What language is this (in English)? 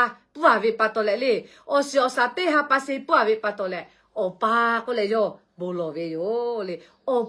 Lahu